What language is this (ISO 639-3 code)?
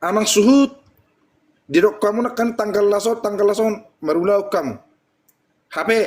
bbc